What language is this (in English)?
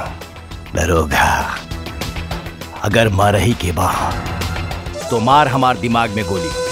Bhojpuri